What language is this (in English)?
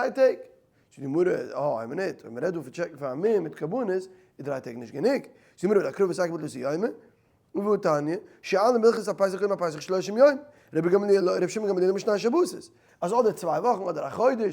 Yiddish